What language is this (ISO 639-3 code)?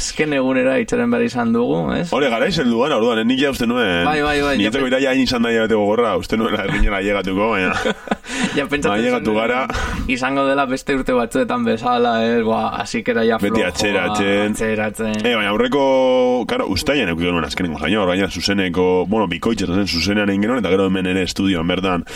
eus